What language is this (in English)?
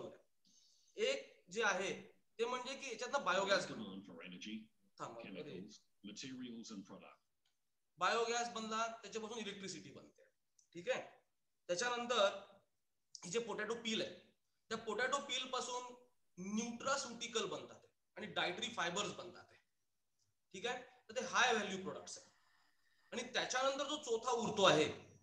Marathi